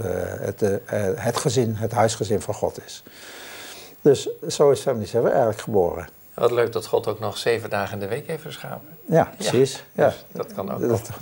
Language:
Dutch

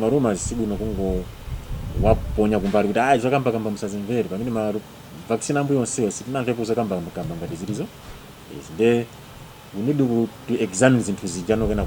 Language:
Nyanja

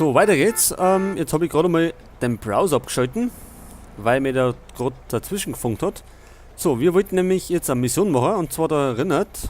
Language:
Bavarian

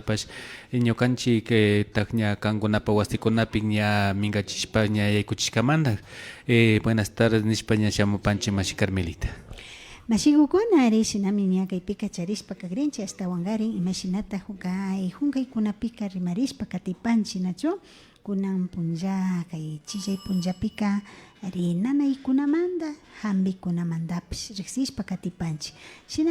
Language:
Imbabura Highland Quichua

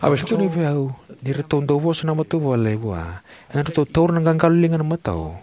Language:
Fijian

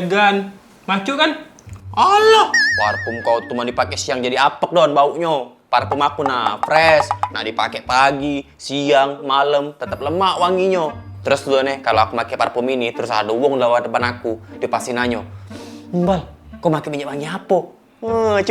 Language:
Musi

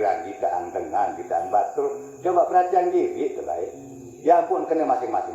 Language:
Sasak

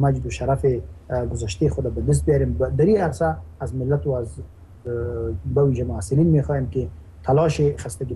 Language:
Persian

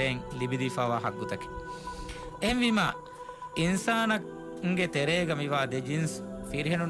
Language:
Divehi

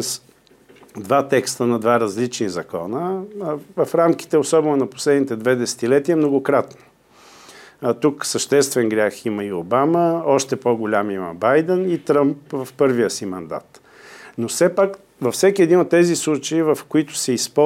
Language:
Bulgarian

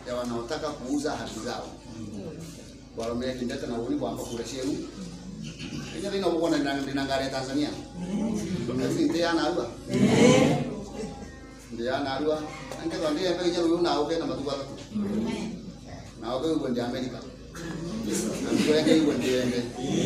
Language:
Swahili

